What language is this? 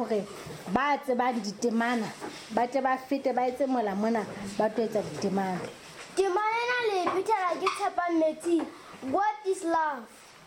Southern Sotho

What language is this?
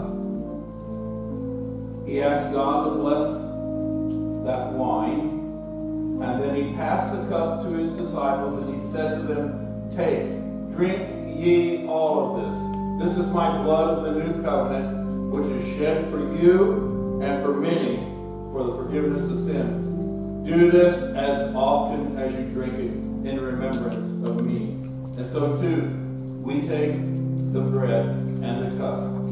English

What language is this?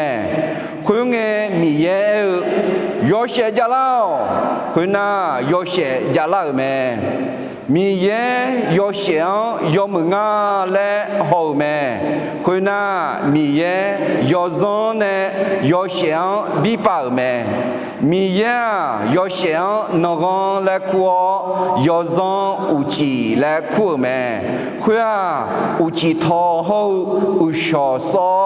Akha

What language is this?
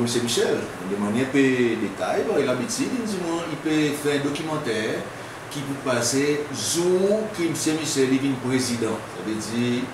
Seselwa Creole French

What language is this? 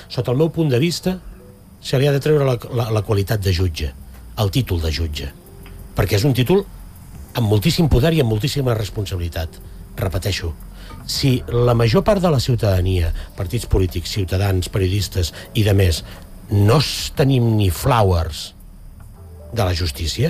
Catalan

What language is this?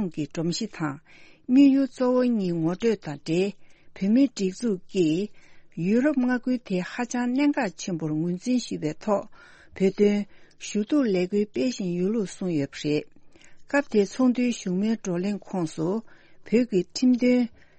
Tibetan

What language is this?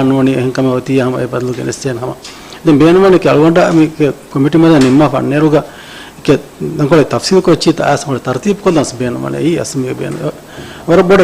Divehi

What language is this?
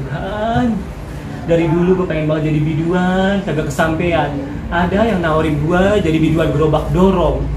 Betawi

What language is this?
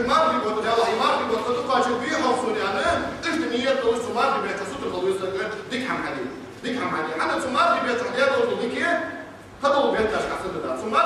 Ingush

